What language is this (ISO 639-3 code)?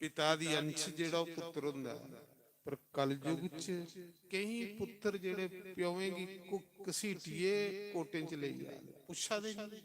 doi